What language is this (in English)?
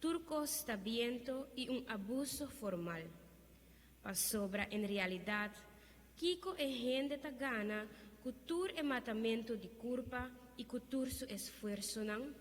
Papiamento